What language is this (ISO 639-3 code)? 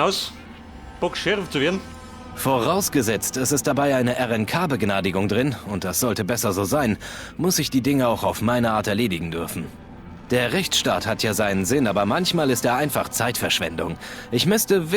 bar